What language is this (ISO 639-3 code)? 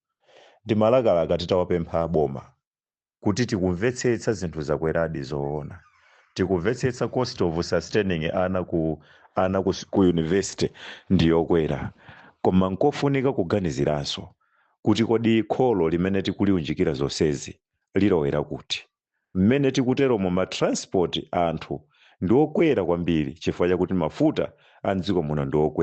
nya